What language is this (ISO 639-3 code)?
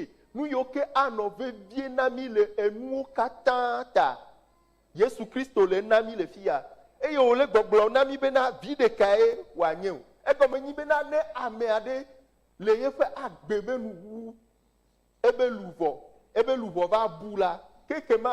ewe